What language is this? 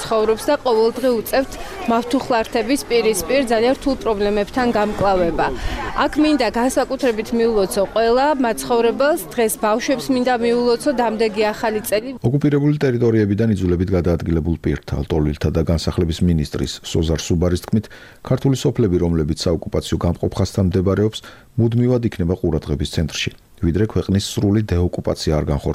Georgian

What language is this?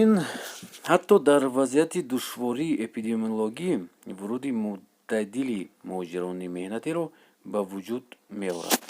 Tajik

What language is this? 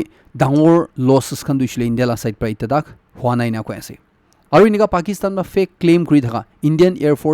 Naga Pidgin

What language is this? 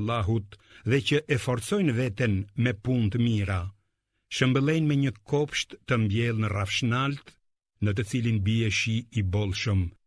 Albanian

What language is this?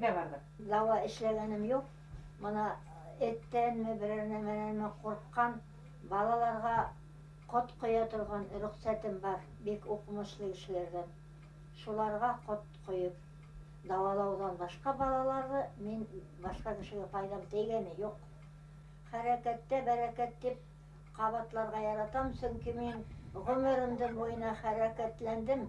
Bashkir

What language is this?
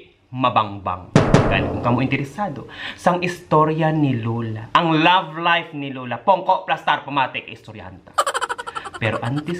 Hiligaynon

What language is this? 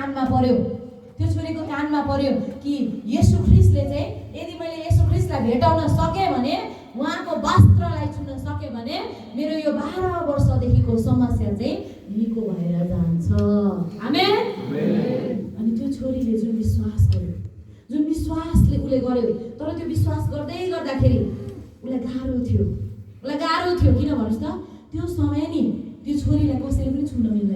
Nepali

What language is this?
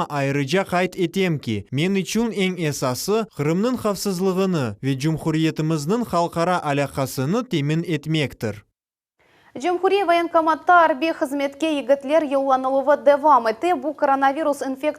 Crimean Tatar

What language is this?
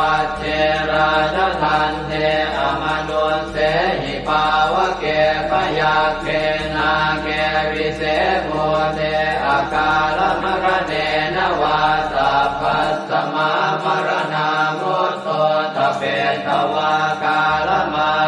Pali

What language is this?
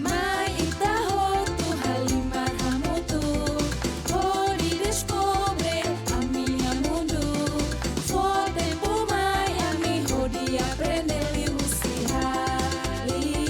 Tetum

